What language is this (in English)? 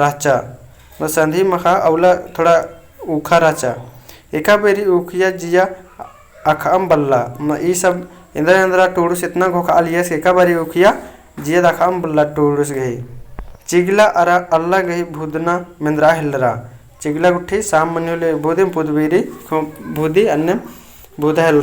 Kurukh